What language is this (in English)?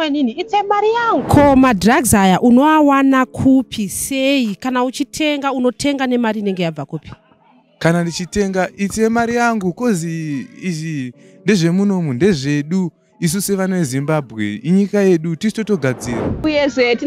Shona